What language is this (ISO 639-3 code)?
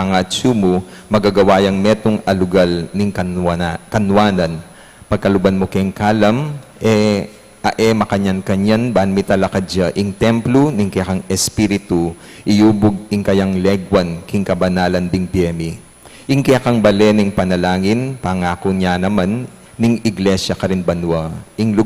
pam